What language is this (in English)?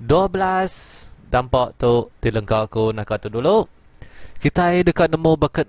Iban